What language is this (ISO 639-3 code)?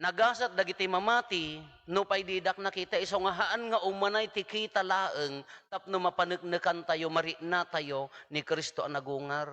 ilo